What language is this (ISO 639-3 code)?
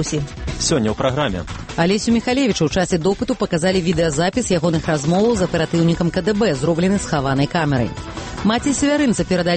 bel